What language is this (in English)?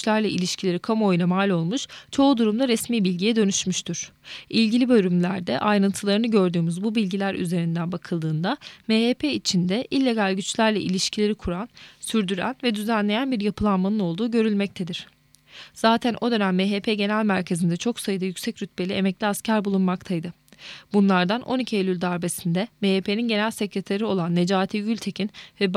Turkish